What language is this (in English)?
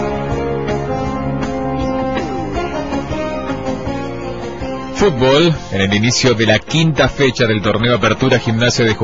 Spanish